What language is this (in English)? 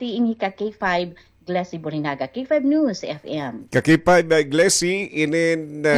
Waray